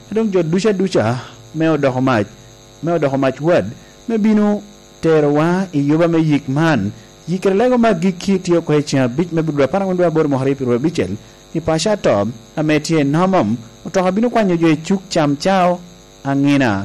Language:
Lango (Uganda)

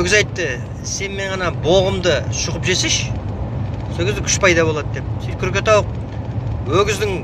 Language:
Kazakh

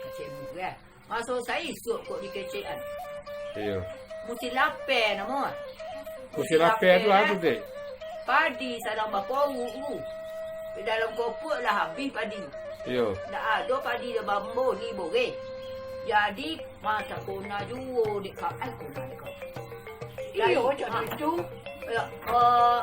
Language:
Minangkabau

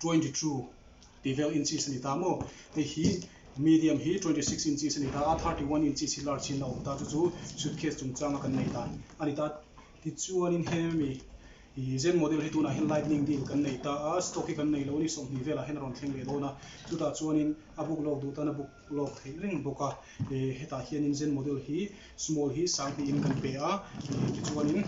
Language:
Mizo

